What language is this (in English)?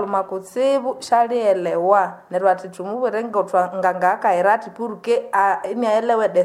Nande